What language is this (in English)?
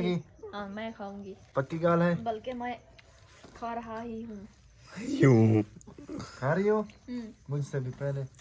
Saraiki